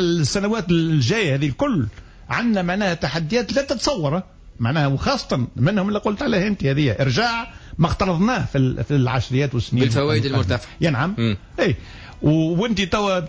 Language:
Tunisian Arabic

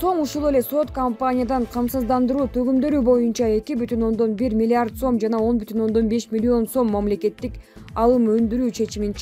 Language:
Kyrgyz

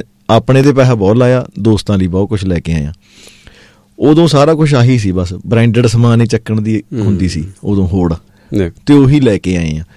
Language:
Punjabi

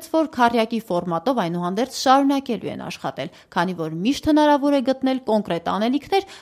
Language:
Armenian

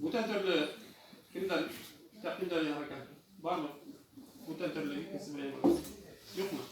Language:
Bashkir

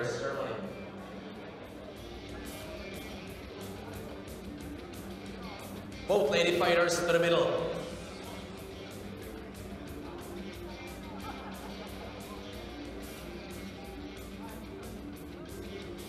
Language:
Czech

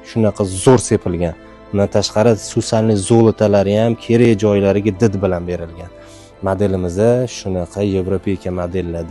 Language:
Uzbek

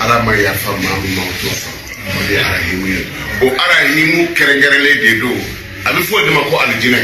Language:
Bambara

